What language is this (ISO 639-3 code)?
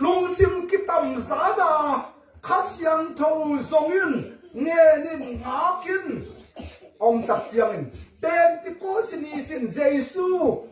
ctd